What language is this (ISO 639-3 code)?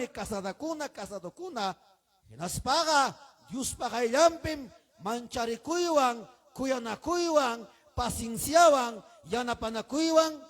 quy